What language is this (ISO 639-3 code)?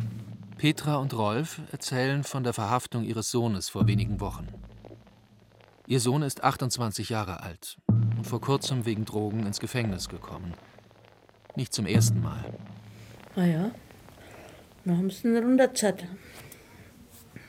deu